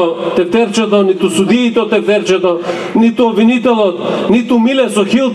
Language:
Macedonian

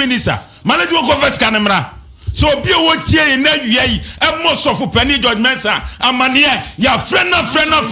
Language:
Akan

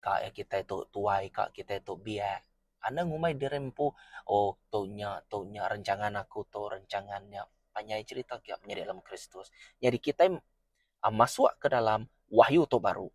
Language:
Iban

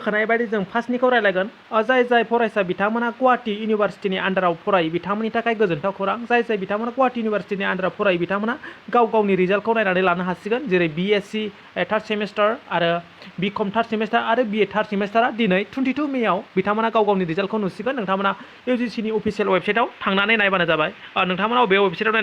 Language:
Bodo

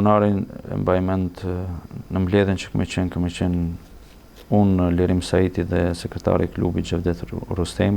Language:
Albanian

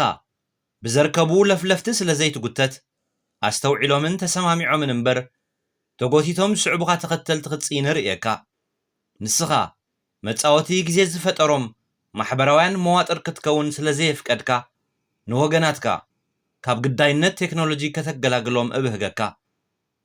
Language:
Tigrinya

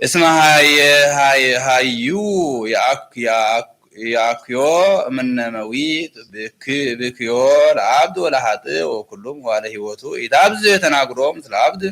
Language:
Geez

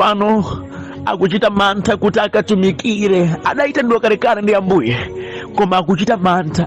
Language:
Nyanja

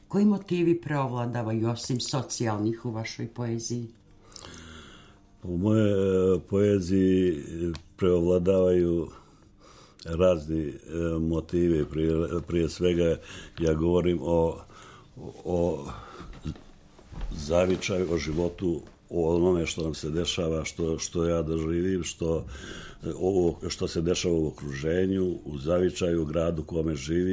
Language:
Serbian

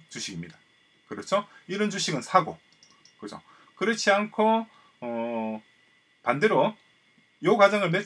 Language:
Korean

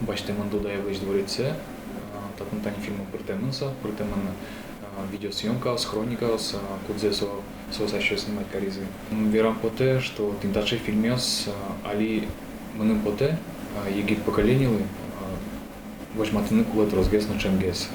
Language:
Udmurt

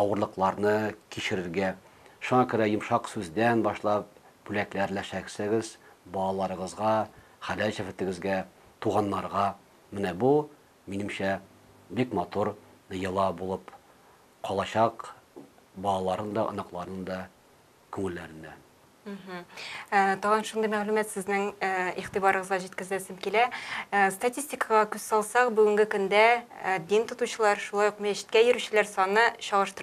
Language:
Tatar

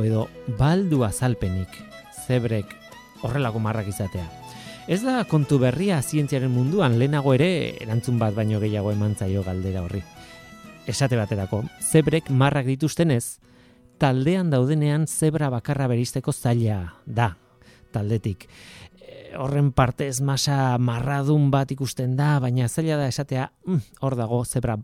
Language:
Basque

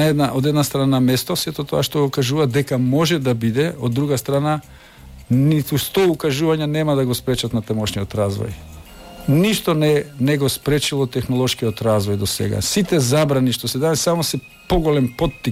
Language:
Macedonian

